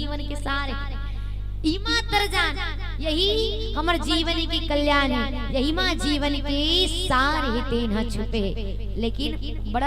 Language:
Chhattisgarhi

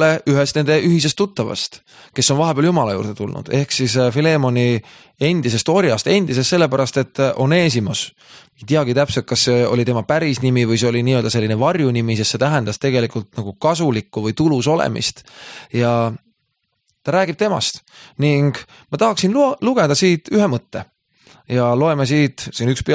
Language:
Estonian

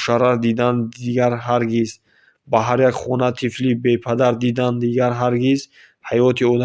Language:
Tajik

